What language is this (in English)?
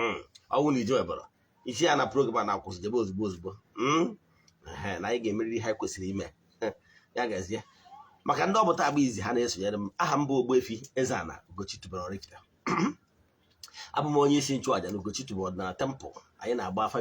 Igbo